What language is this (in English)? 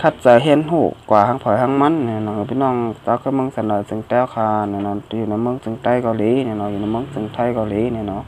Shan